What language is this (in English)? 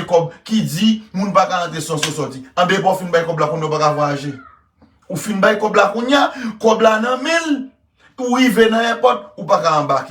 Haitian Creole